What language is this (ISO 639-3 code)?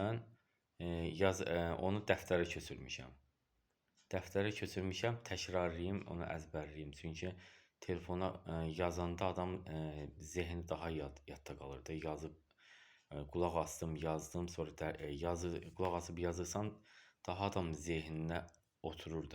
aze